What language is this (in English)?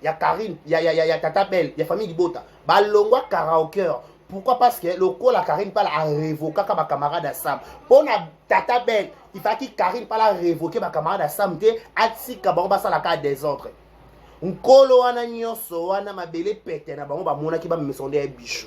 Lingala